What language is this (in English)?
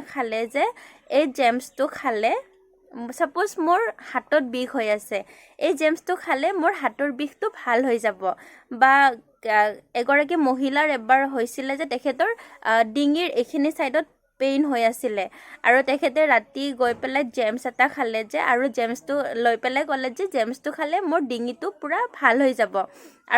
Assamese